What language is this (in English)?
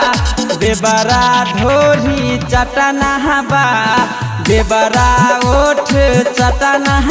Bhojpuri